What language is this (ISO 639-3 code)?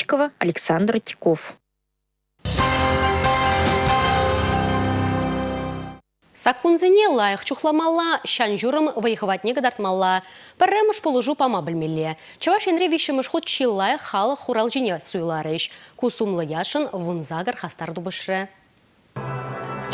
chv